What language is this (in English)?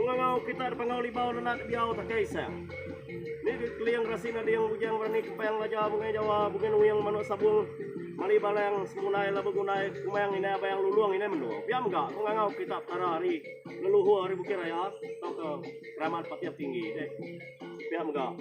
Iban